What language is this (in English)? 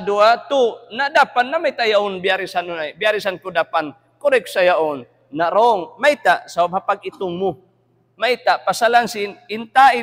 Tausug